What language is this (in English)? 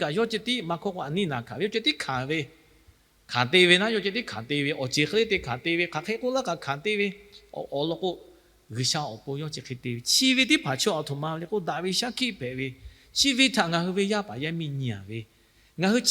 Lahu